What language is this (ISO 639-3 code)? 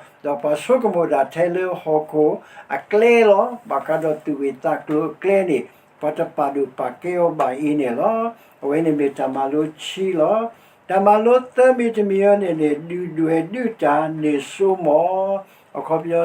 ksw